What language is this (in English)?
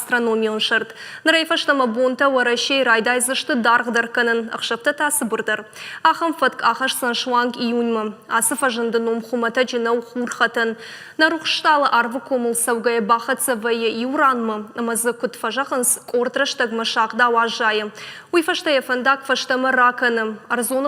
Ossetic